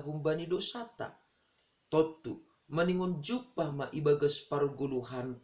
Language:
Batak Simalungun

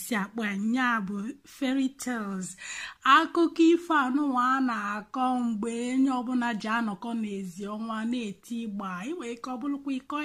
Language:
Igbo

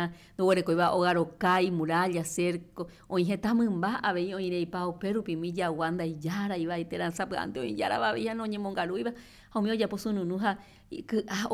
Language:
Guarani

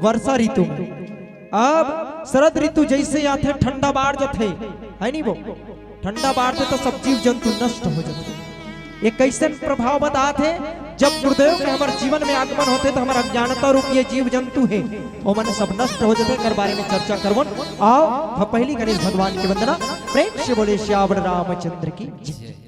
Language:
Chhattisgarhi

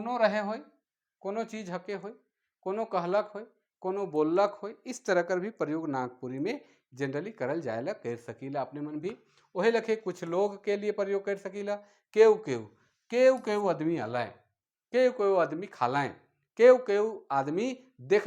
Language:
Sadri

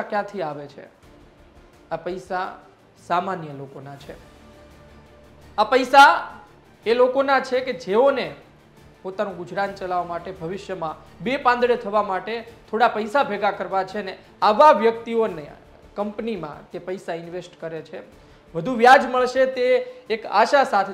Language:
Gujarati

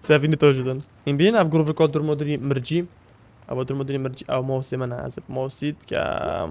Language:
Kurdish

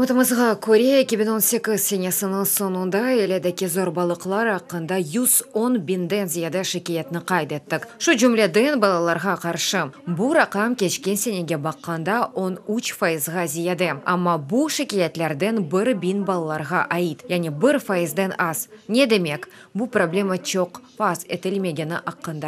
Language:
Crimean Tatar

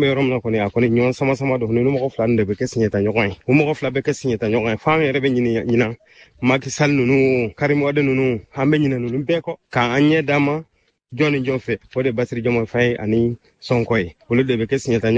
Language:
Bambara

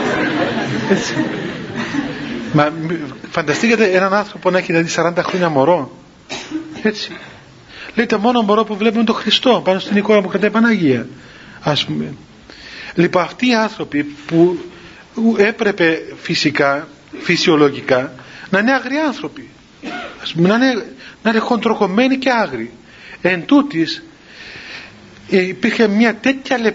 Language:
Greek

